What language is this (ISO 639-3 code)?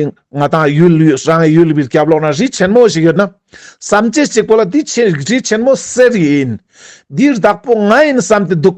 lbj